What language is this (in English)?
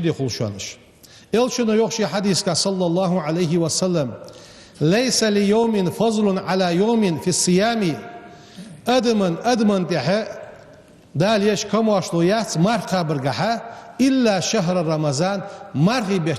Ingush